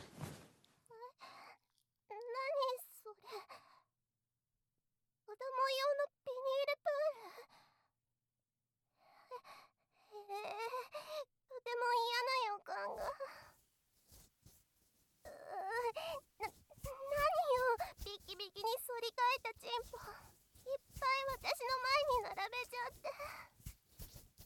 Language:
Japanese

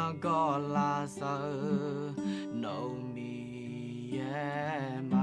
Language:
Akha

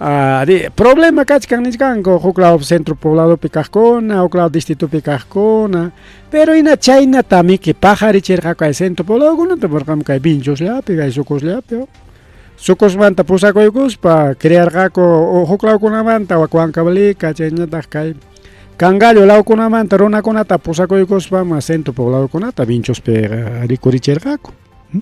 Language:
Ayacucho Quechua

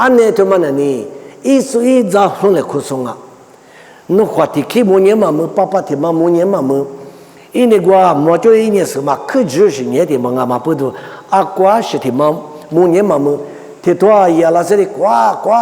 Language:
Lisu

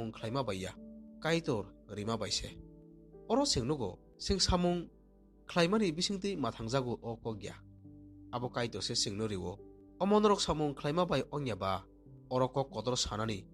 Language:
Kok Borok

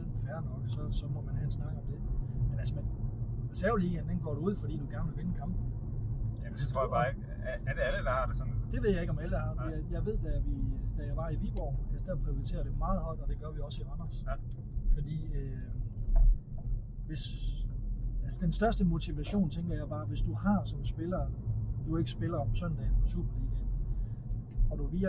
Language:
Danish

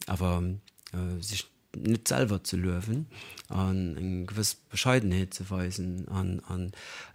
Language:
Luxembourgish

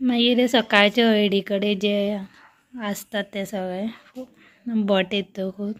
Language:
Konkani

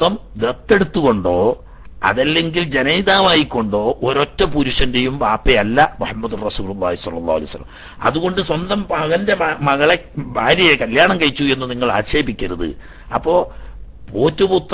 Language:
Malayalam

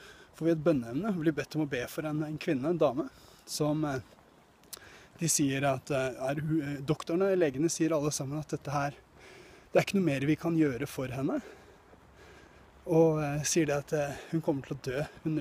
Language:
Norwegian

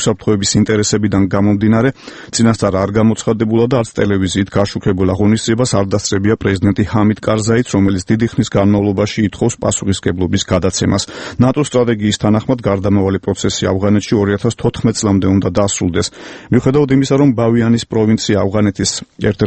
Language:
Georgian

